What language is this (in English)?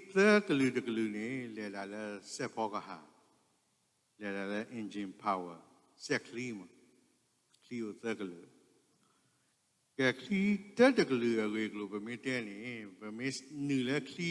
S'gaw Karen